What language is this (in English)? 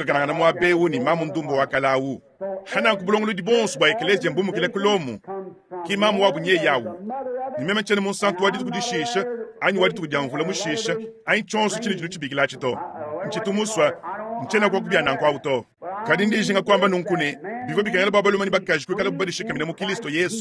Luba-Lulua